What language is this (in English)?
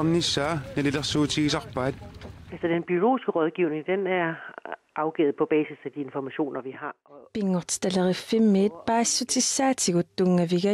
Kalaallisut